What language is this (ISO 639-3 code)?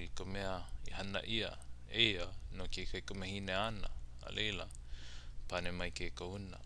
haw